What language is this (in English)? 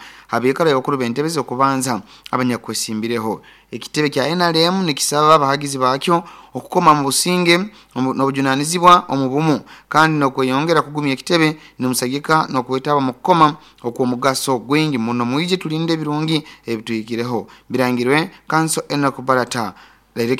Nyoro